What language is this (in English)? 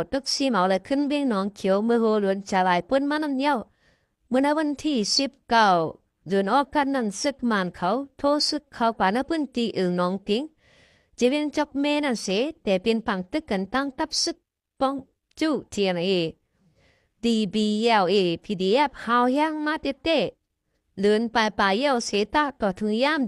Shan